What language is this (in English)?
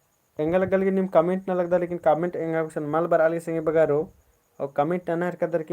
Kurukh